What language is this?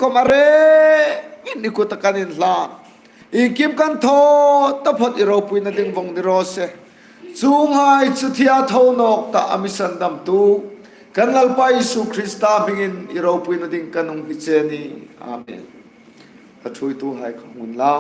Hmar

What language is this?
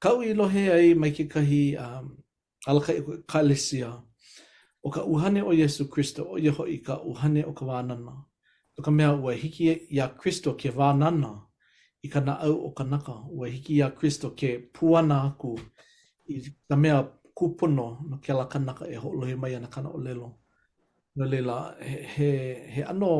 Hawaiian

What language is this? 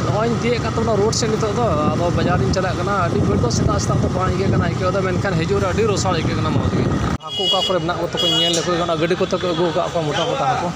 Santali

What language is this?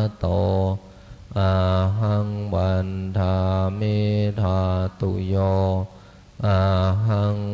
Pali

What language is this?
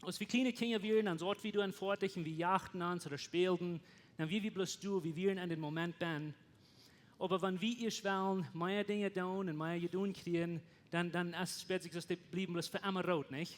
Plautdietsch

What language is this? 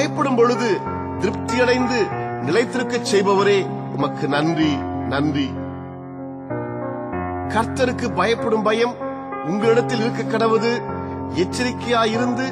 Tamil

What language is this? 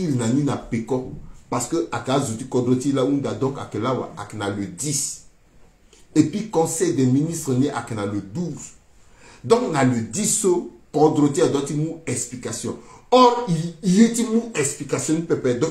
Sango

